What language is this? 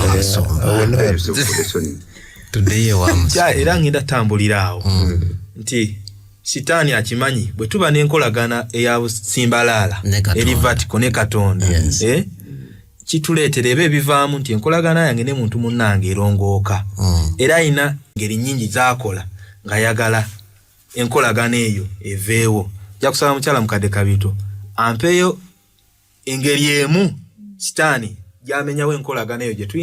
Ganda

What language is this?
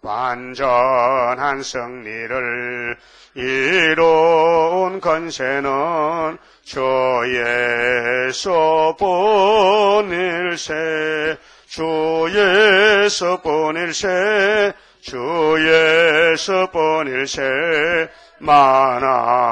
Korean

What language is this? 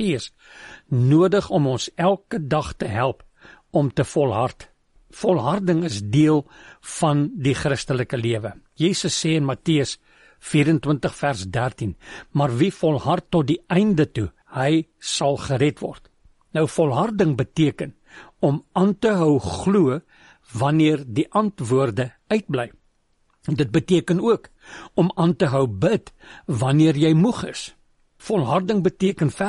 Afrikaans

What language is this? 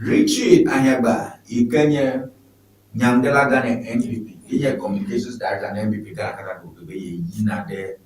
Ewe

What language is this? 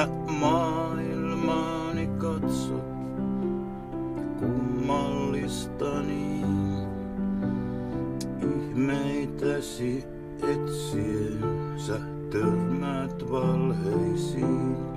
Finnish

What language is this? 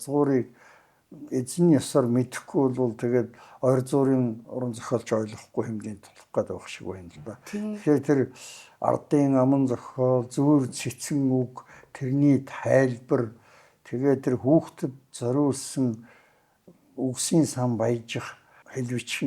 Mongolian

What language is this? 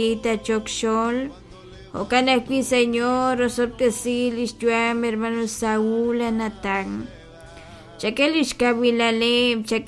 Kekchí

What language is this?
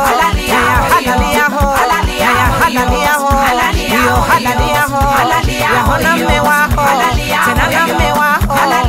Swahili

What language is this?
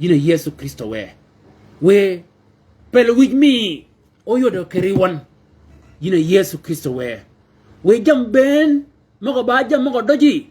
Shilluk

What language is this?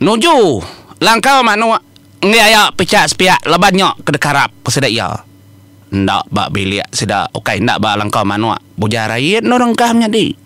Iban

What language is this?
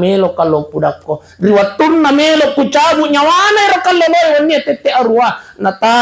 Buginese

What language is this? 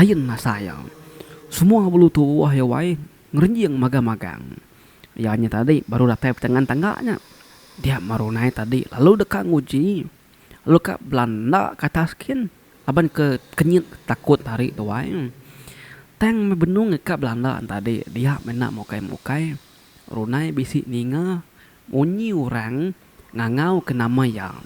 Iban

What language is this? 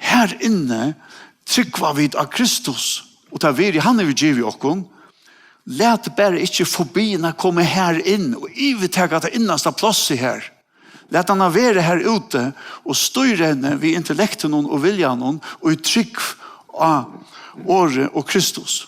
Faroese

